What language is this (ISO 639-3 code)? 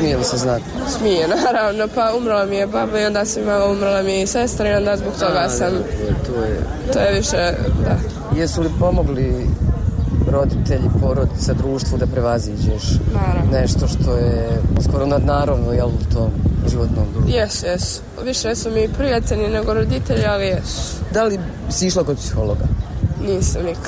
bos